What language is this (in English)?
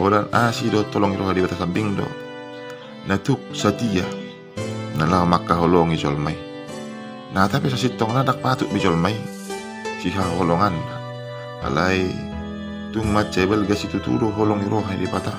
Batak Toba